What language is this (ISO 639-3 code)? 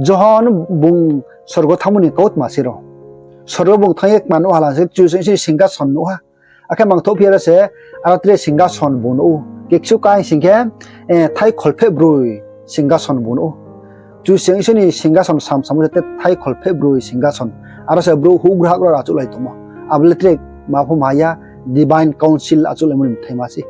ria